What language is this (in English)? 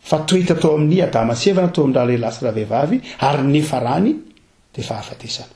Malagasy